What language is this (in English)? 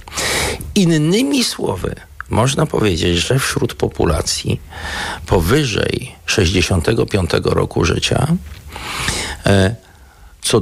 Polish